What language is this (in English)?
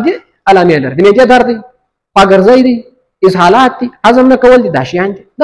Pashto